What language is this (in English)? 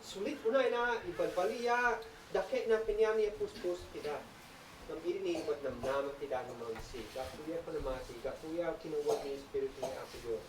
Isnag